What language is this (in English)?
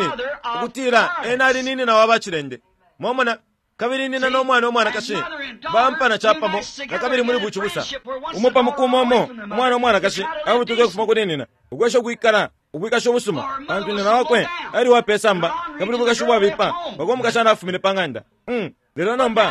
Bemba